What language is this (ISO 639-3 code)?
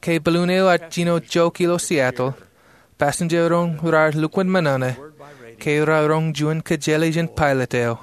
mah